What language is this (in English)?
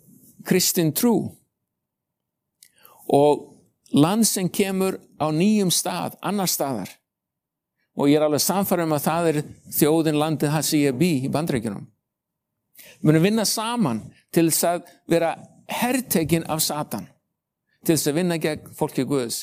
Icelandic